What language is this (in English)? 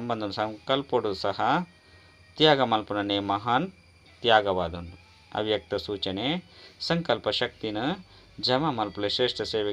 Tulu